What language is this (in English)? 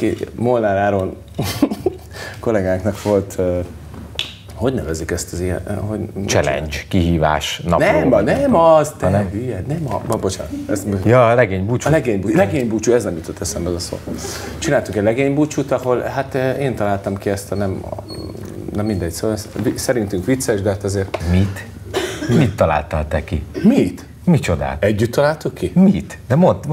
Hungarian